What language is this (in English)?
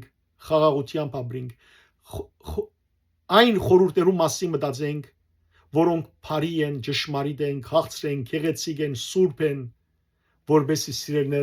Western Armenian